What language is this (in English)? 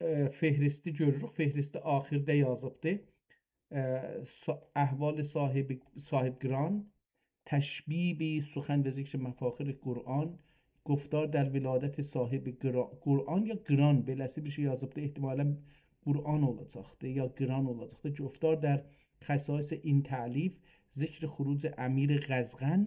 South Azerbaijani